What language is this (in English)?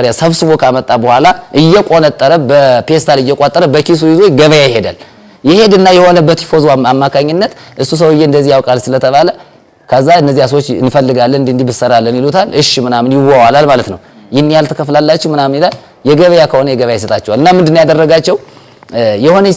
Amharic